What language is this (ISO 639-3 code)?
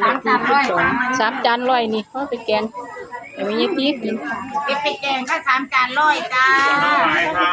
tts